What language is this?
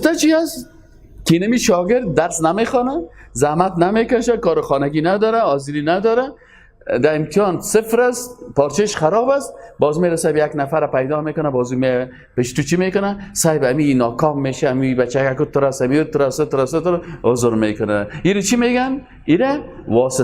Persian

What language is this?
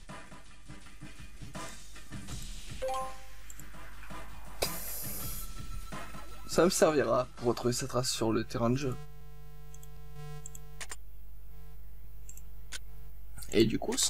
French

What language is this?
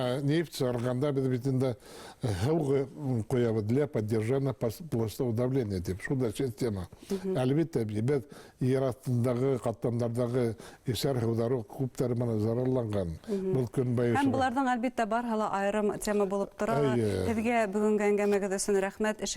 Bashkir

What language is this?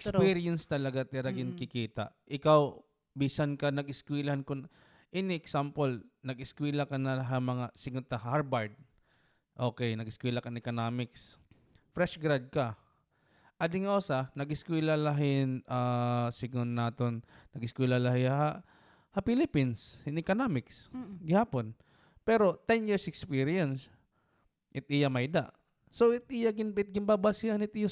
Waray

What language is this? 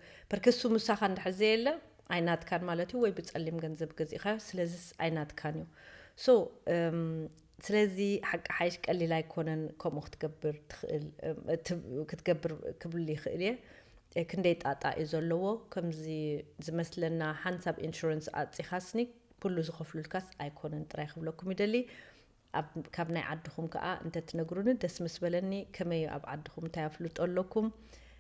Tigrinya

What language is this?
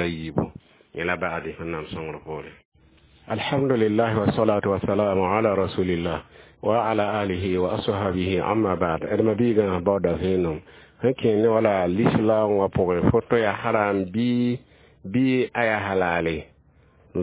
Mossi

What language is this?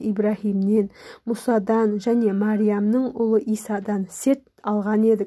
Kazakh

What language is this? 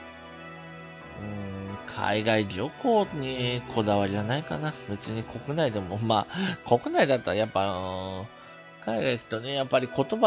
Japanese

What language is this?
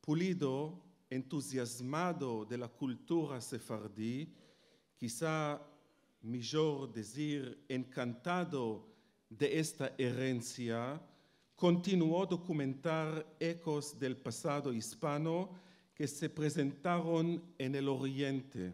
Ladino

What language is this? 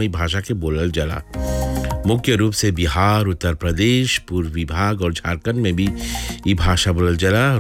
Bhojpuri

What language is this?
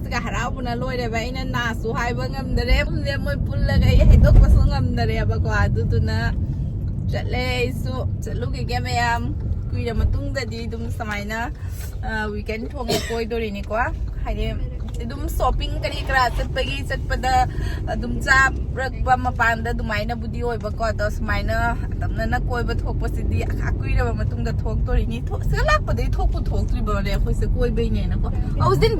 Manipuri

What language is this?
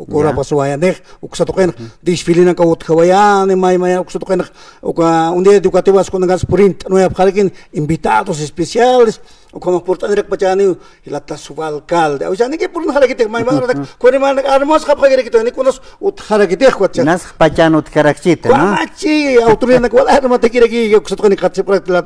Aymara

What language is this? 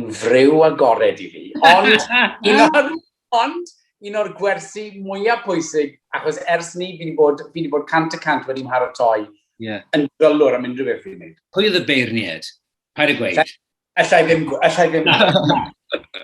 Welsh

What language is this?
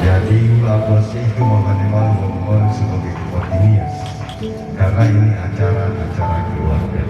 Nias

